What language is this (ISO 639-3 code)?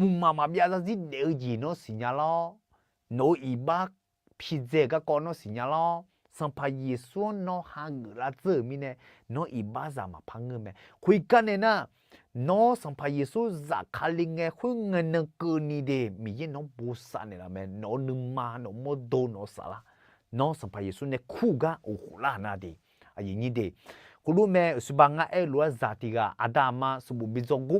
ahk